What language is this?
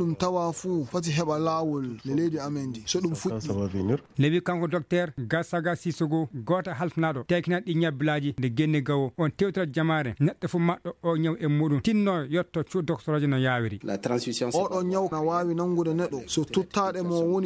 Fula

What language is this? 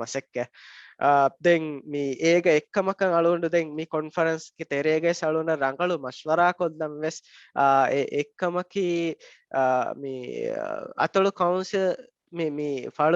Divehi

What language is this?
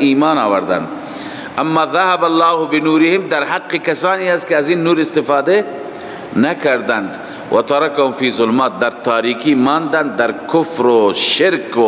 Persian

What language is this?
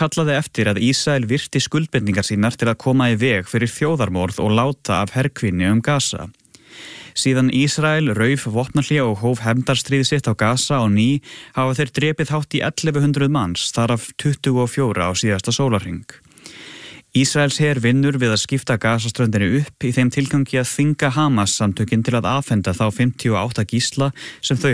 Icelandic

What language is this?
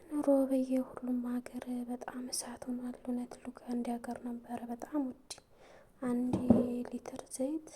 Amharic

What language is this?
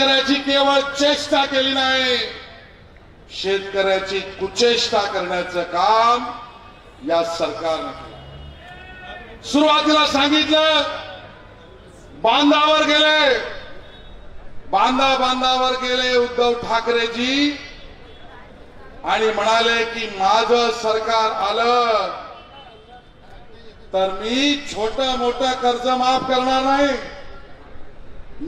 Marathi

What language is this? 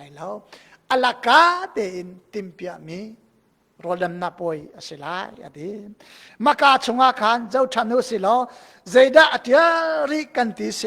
Hakha Chin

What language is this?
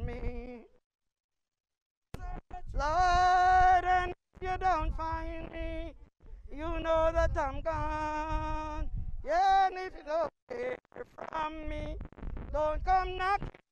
English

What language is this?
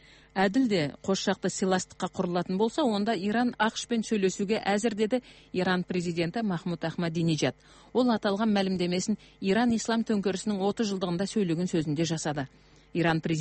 Kazakh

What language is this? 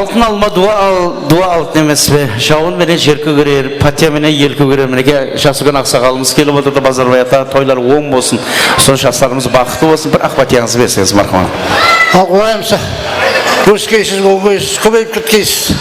Kara-Kalpak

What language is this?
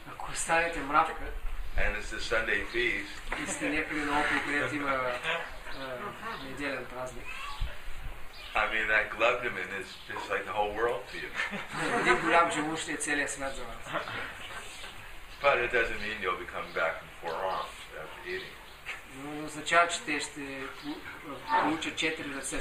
Bulgarian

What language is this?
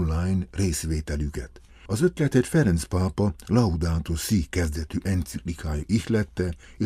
Hungarian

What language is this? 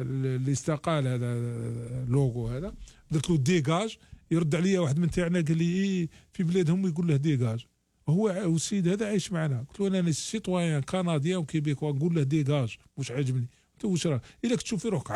Algerian Arabic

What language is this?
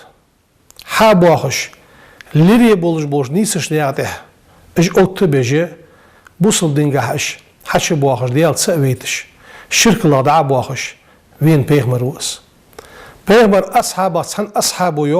Ingush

